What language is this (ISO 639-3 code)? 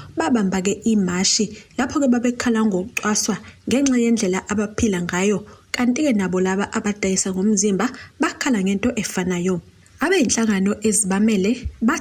zul